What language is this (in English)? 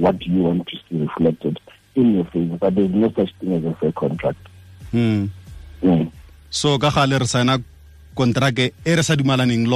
Tswana